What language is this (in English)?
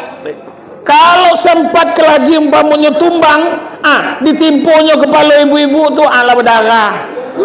Minangkabau